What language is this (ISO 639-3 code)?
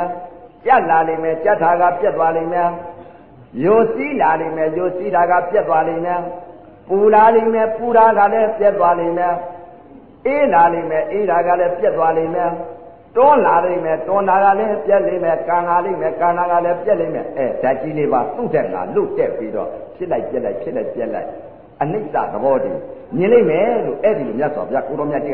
mya